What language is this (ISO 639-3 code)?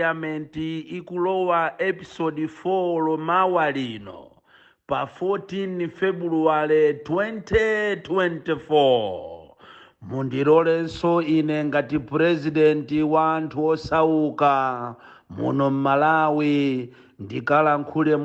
nya